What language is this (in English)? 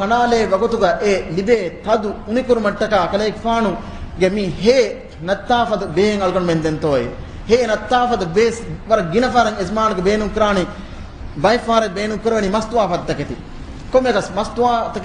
Divehi